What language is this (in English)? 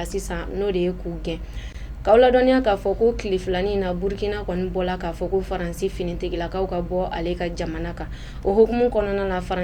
Bambara